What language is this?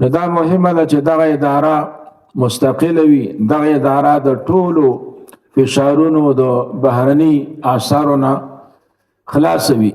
Pashto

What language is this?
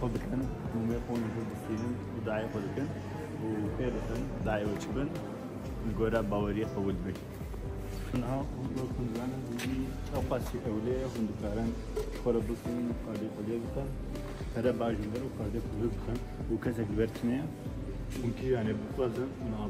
Kurdish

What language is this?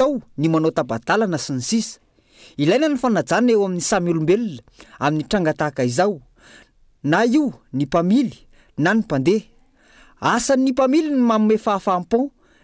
Malagasy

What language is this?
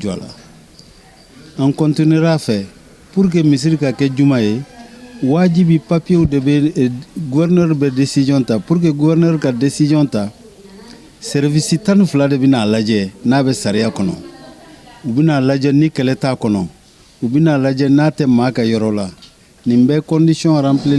Bambara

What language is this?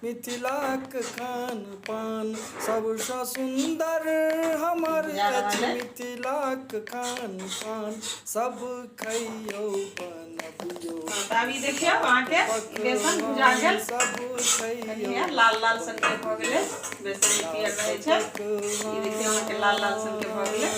Maithili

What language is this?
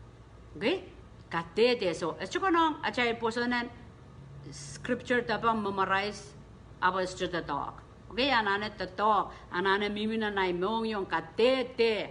Pohnpeian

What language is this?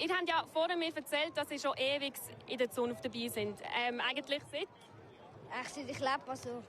Swiss German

